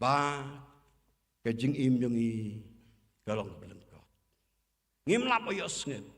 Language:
Khasi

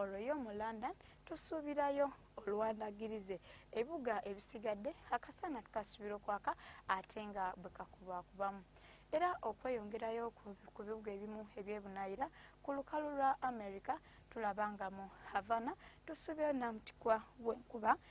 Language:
Ganda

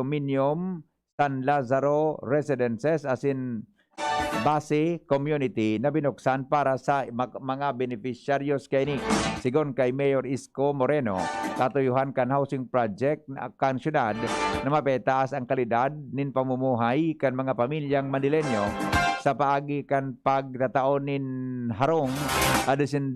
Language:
Bikol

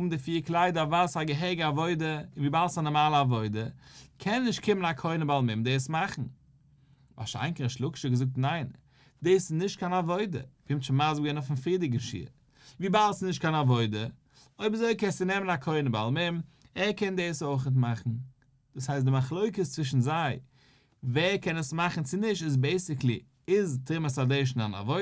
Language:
Yiddish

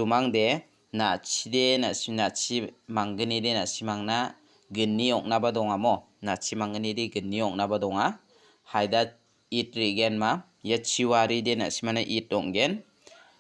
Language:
Garo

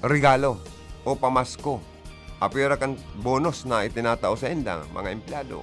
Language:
Bikol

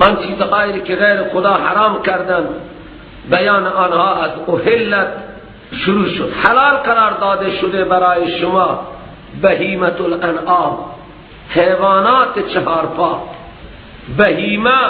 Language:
Persian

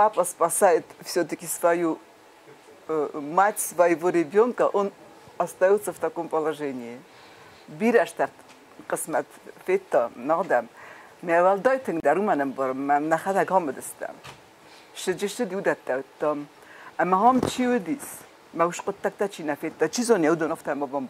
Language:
Ossetic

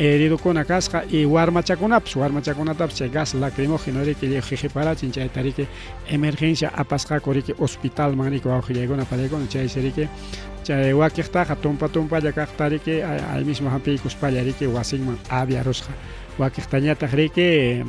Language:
Ayacucho Quechua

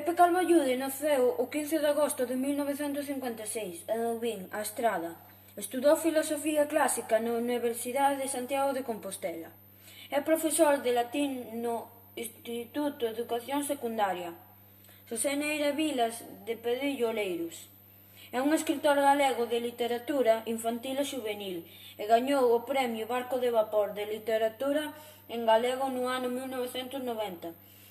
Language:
Galician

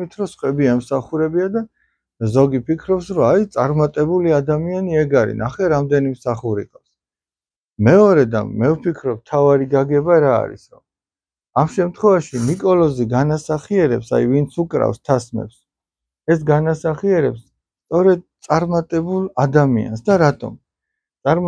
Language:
Georgian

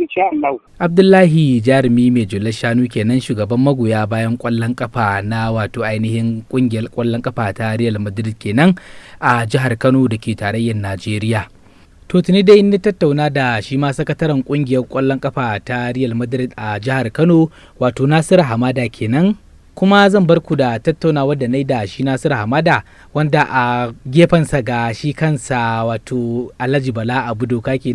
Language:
Hausa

